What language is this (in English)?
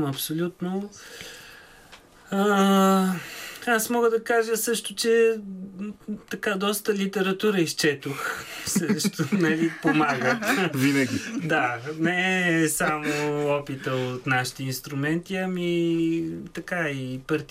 Bulgarian